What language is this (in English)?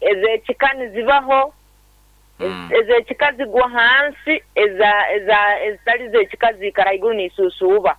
Nyankole